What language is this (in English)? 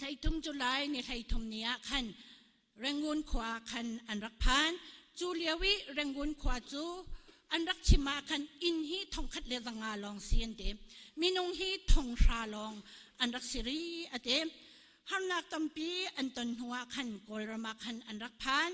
Hakha Chin